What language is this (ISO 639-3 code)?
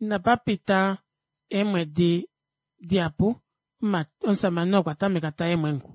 kua